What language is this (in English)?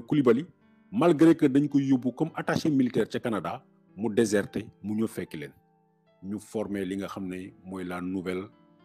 Wolof